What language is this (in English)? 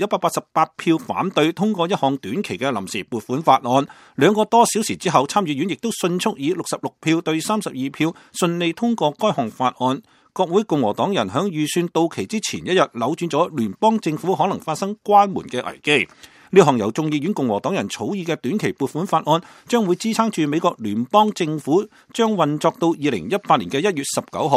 Cantonese